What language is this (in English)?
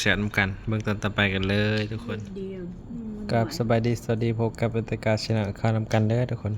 Northeastern Thai